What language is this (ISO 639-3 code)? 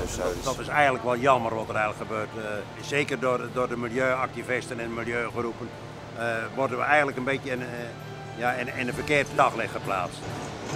nld